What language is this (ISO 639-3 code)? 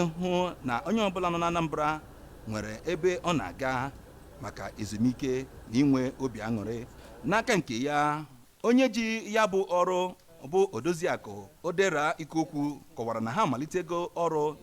ibo